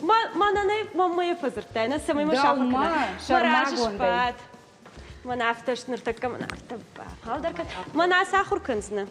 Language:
Ossetic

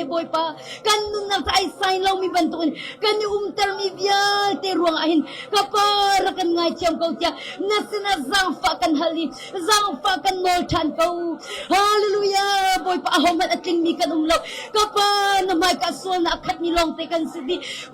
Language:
Hakha Chin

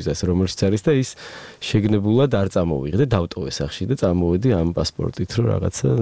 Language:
Georgian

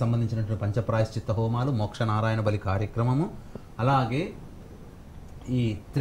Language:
Telugu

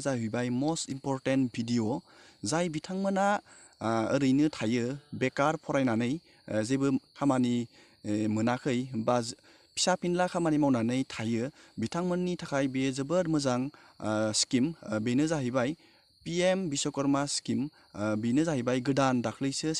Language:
Bodo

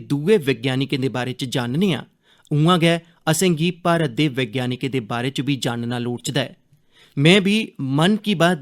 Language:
Dogri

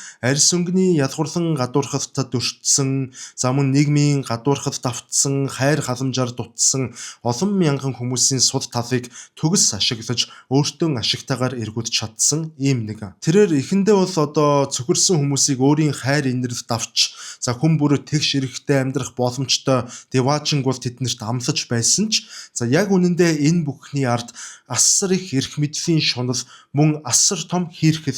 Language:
Mongolian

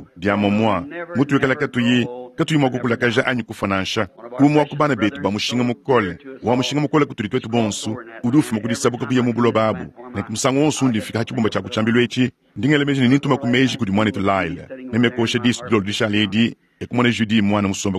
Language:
Luba-Lulua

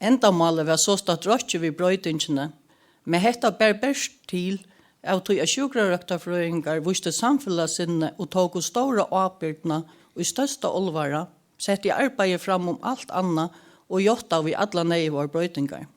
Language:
Faroese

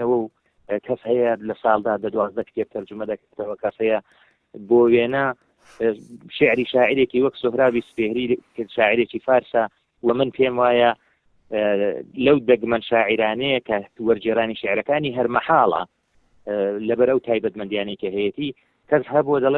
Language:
Central Kurdish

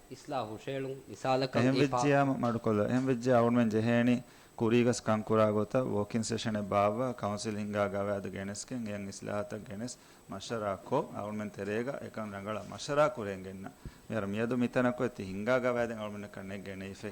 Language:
Divehi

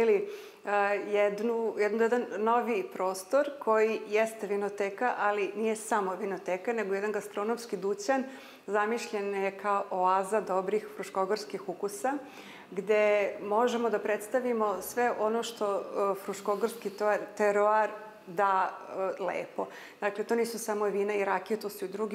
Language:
Serbian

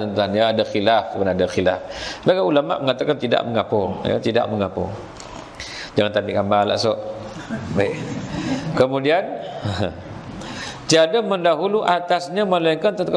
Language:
Malay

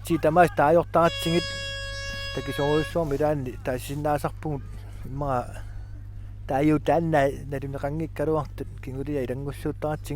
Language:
Kalaallisut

